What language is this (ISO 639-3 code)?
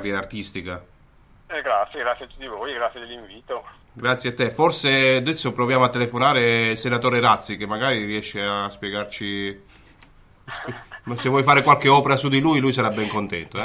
ita